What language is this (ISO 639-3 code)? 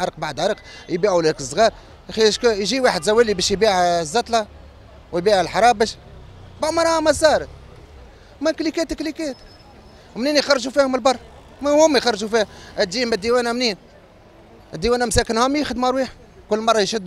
aeb